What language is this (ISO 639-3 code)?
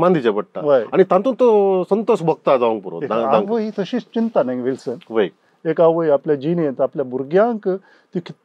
kok